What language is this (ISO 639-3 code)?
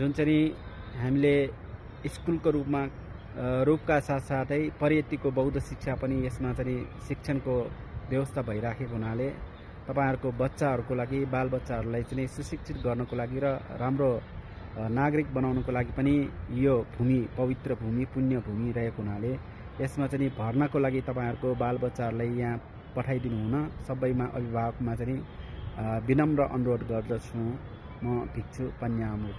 nep